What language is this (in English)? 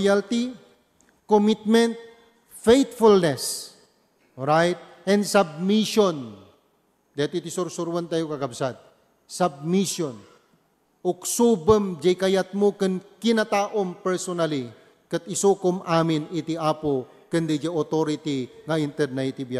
Iloko